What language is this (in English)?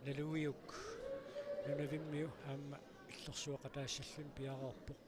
Kalaallisut